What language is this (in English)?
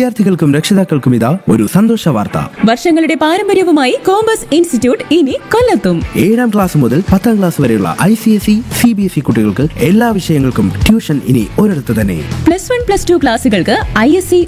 Malayalam